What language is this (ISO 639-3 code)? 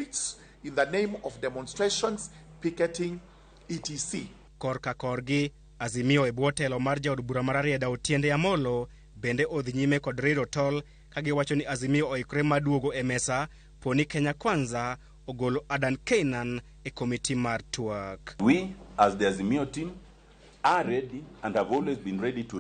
luo